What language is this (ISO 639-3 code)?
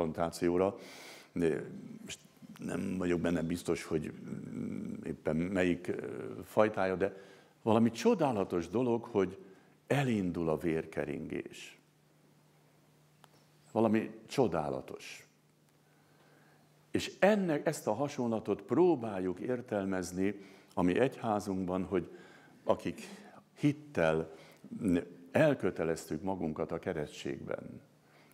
hun